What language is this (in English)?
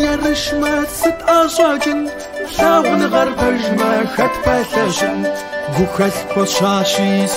Kabardian